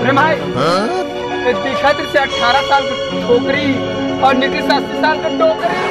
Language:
Chhattisgarhi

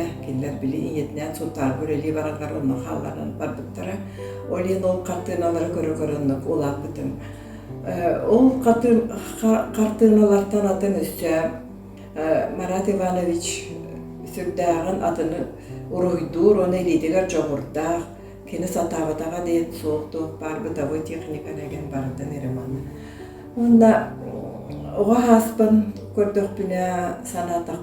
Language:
Yakut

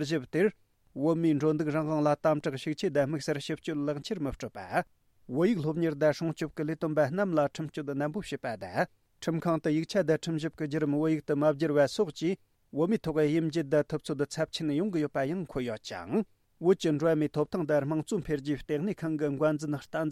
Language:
Tibetan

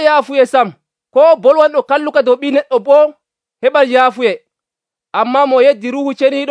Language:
Nigerian Fulfulde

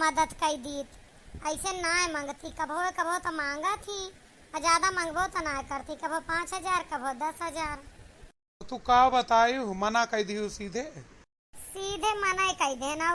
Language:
Awadhi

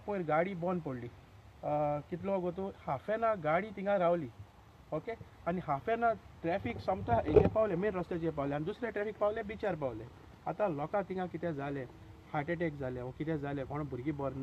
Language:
Konkani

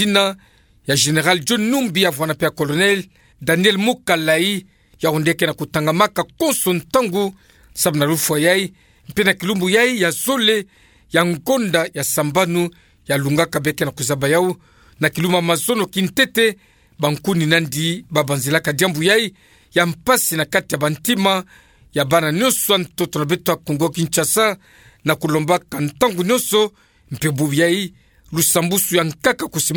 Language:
Kituba (Democratic Republic of Congo)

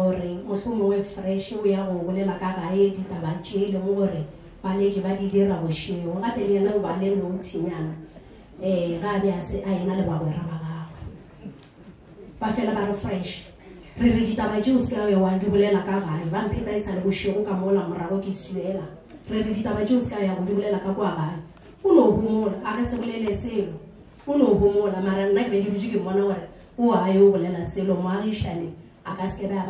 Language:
Northern Sotho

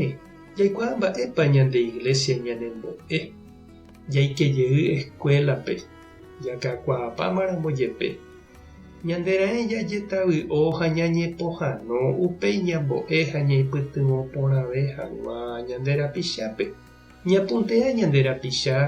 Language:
Guarani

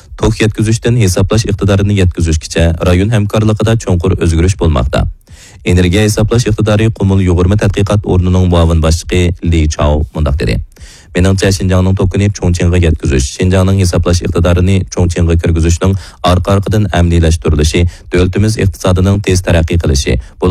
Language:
Uyghur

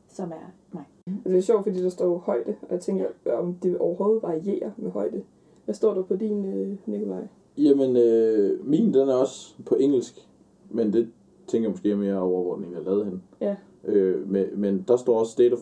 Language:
Danish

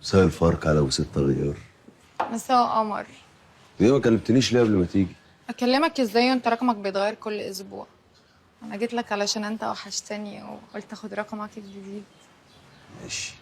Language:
Egyptian Arabic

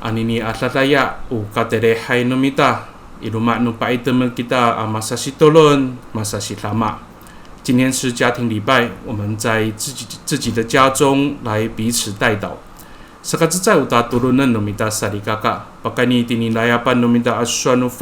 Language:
Amis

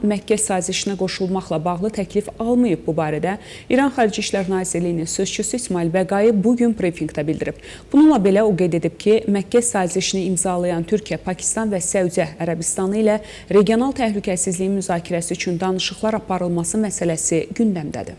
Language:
Azerbaijani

